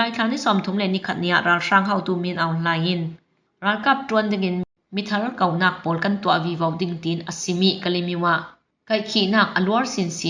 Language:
Falam Chin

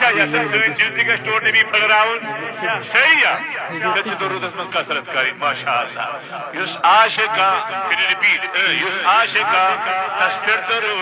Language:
Kashmiri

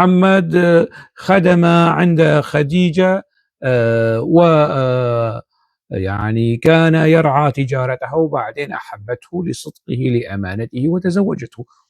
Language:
North Levantine Arabic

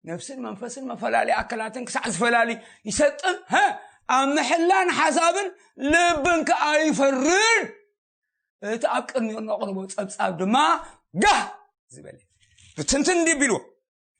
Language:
Tigrinya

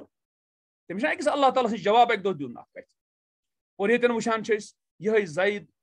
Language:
Kashmiri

